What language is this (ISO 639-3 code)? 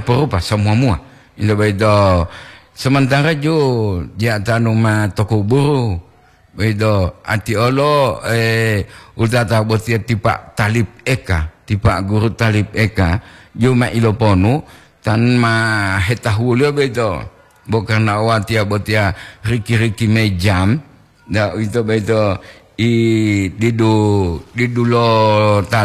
gor